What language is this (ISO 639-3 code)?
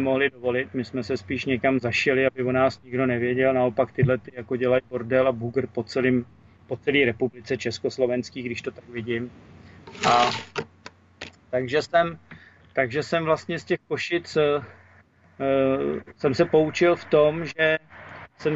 ces